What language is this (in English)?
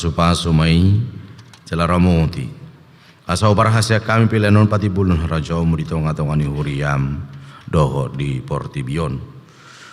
Batak Toba